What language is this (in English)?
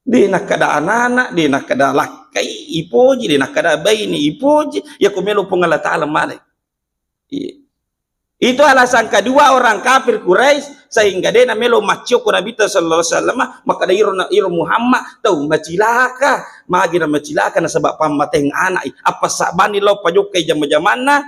Buginese